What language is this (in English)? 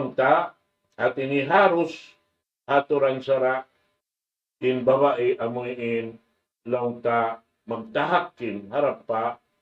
Tausug